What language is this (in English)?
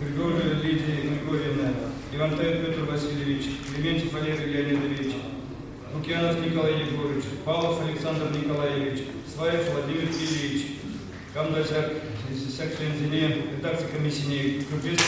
Chuvash